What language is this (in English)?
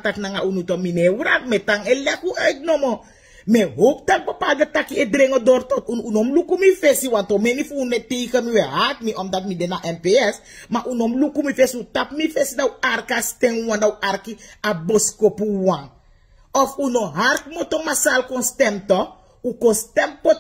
Sranan Tongo